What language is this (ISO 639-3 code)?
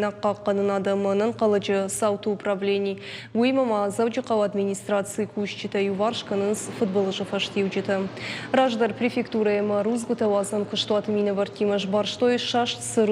oss